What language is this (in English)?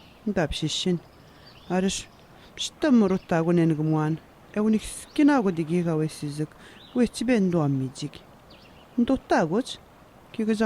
Atikamekw